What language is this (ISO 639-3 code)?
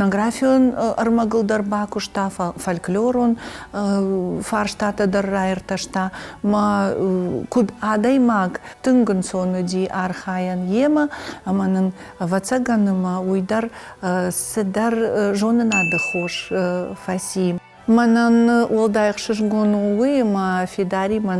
oss